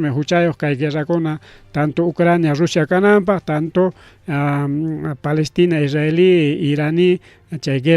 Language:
Ayacucho Quechua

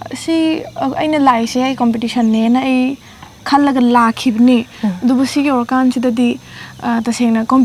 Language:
Manipuri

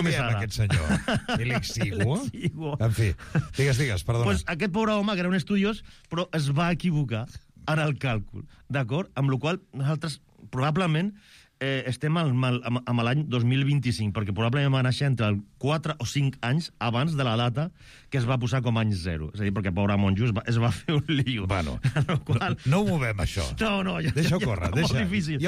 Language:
Catalan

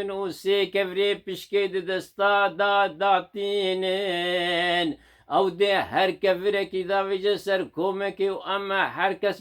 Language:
Kurdish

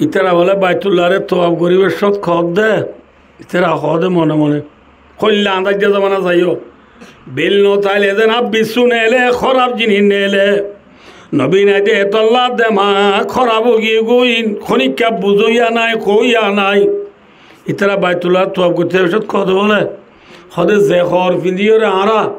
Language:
Rohingya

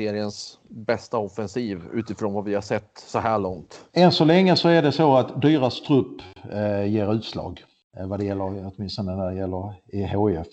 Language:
Swedish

